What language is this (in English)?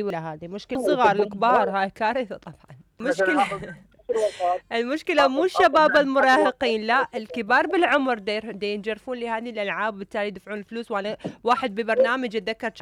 Mesopotamian Arabic